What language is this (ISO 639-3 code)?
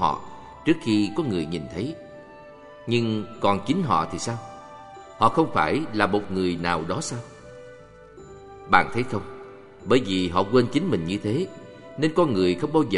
vie